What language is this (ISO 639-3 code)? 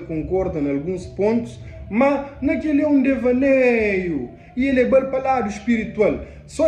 kea